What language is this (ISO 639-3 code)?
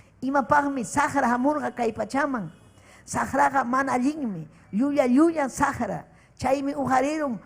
quy